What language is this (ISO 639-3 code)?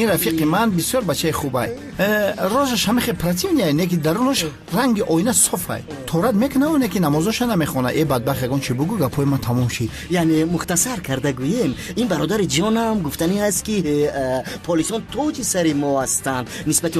tgk